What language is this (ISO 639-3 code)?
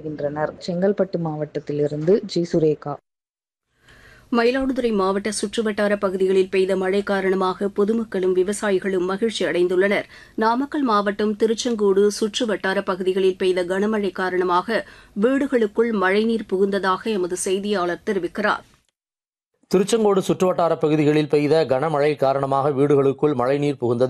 tam